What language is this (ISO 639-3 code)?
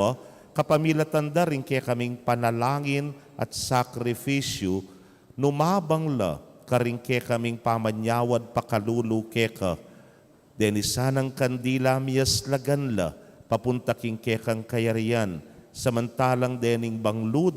pam